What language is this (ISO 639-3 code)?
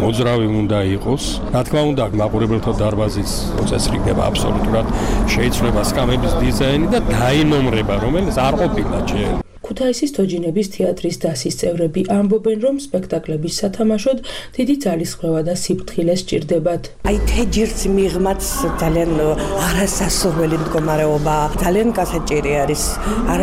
kat